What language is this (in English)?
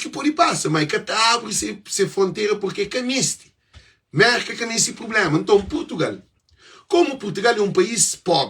Kabuverdianu